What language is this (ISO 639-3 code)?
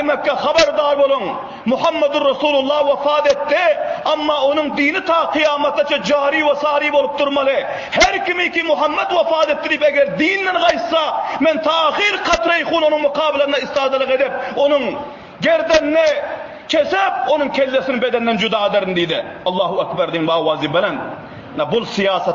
tuk